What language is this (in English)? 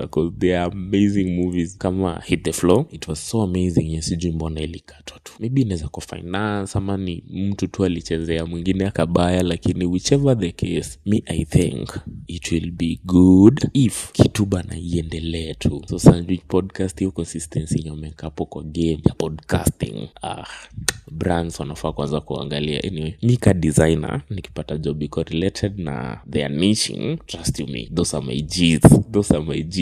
Swahili